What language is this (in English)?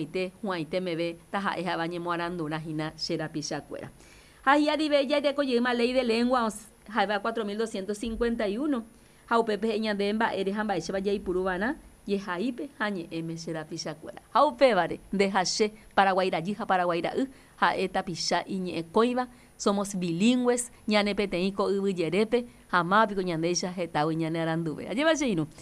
Guarani